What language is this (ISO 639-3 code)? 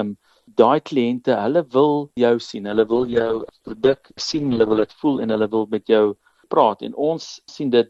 afr